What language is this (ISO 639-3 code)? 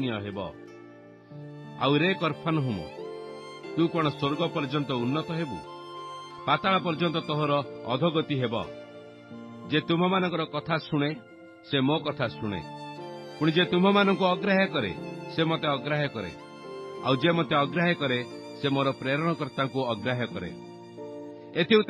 ori